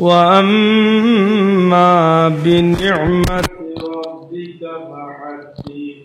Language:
Sylheti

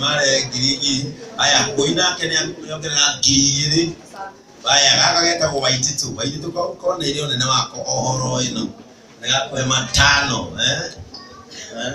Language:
Kikuyu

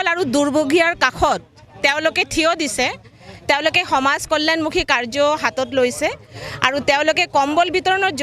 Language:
Assamese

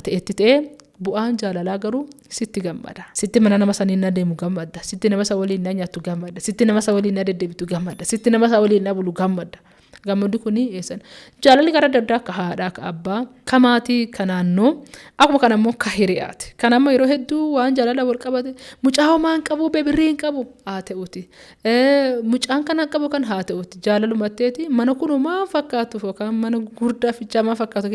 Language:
Oromo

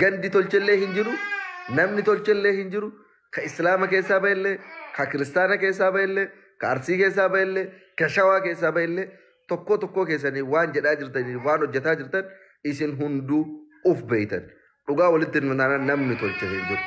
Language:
Oromo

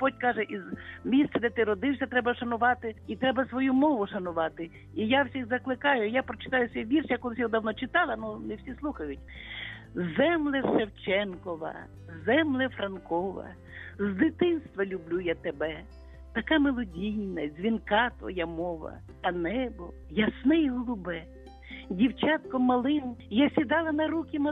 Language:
Ukrainian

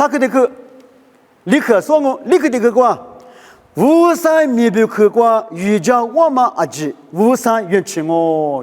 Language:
Lisu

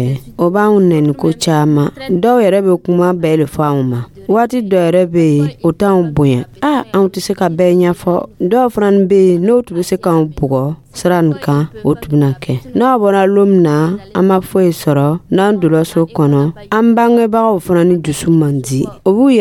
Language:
Dyula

